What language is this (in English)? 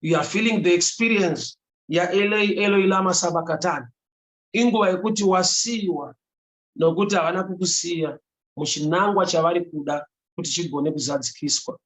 Shona